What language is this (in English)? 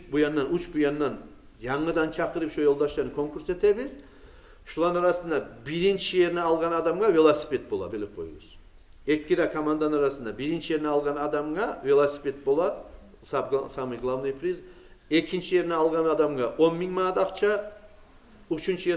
Kumyk